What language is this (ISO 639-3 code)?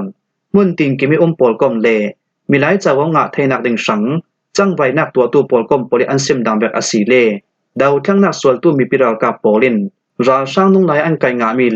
cfm